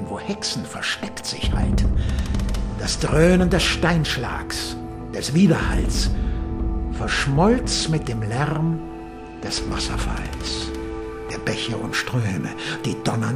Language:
German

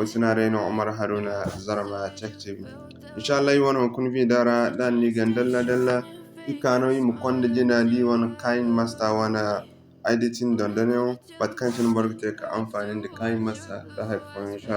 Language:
Zarma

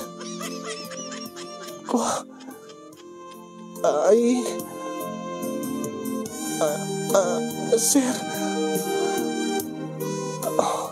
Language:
Iloko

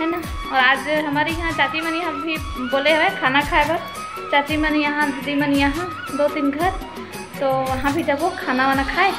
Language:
Chhattisgarhi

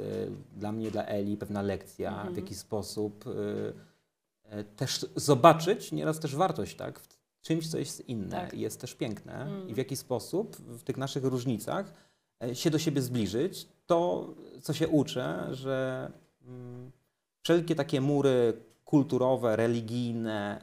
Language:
Polish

